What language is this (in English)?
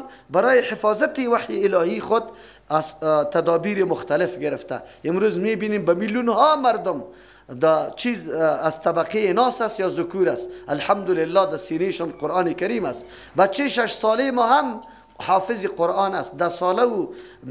Persian